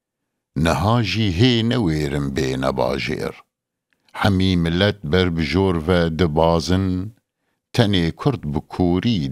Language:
Kurdish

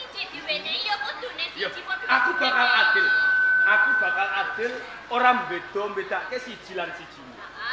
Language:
Javanese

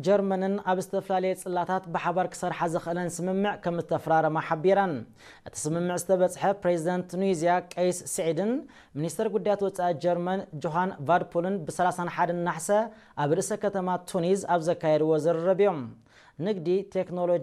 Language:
Tigrinya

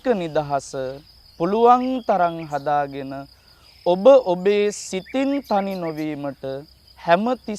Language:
Sinhala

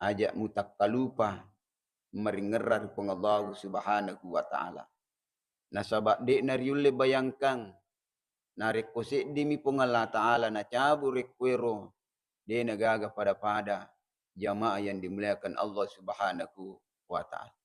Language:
Buginese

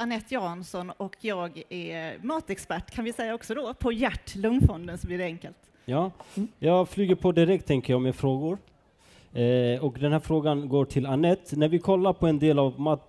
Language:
Swedish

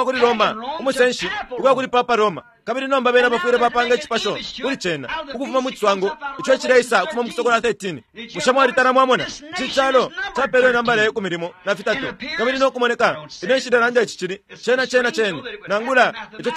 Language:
Bemba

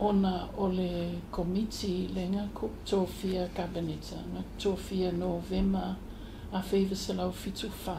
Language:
Samoan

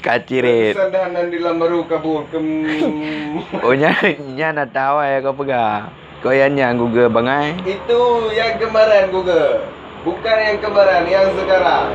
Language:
Achinese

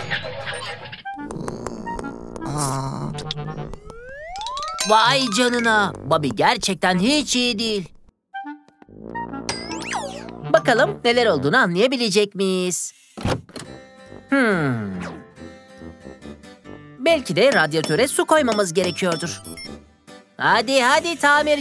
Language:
Turkish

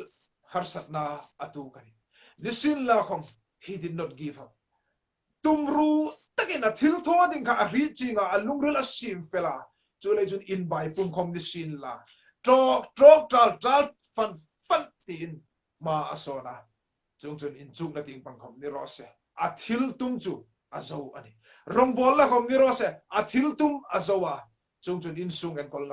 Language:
Hmar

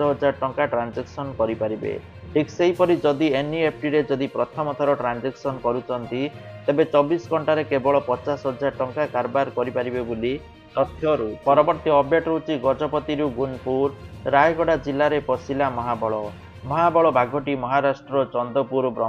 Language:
Odia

